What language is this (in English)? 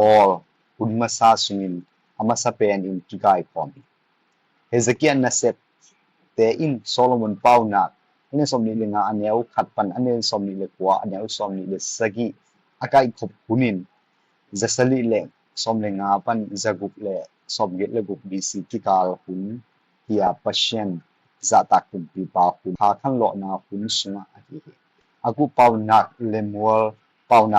Tedim Chin